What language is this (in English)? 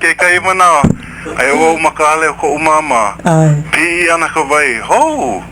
Hawaiian